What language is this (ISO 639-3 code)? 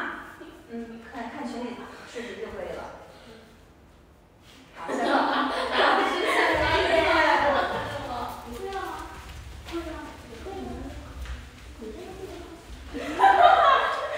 zho